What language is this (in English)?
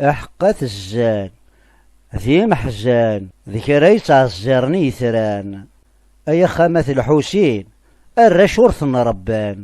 Kabyle